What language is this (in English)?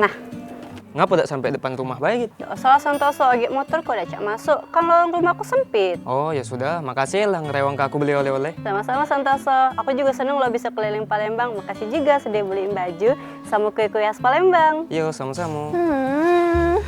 Musi